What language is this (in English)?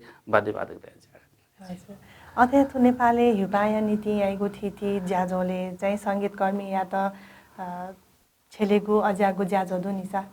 Newari